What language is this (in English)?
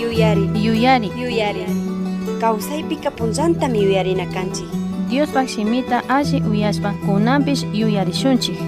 Chimborazo Highland Quichua